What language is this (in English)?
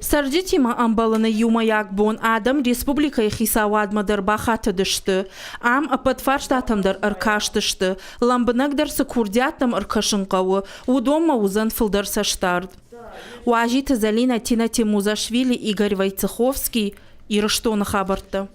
Ossetic